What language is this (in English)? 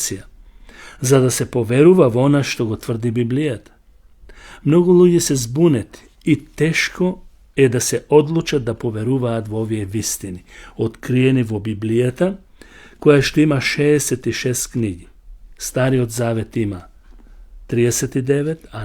Macedonian